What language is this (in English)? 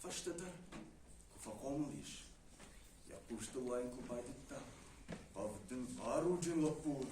Ossetic